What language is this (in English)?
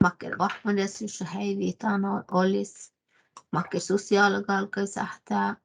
Northern Sami